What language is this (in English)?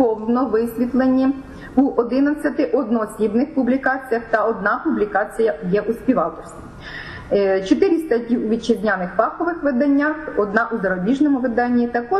Ukrainian